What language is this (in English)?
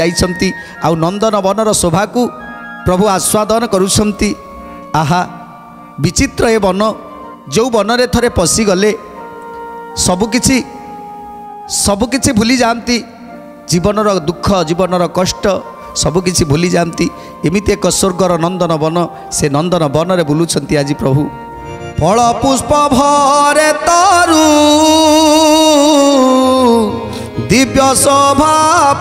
Odia